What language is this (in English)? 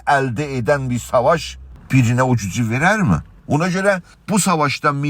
South Azerbaijani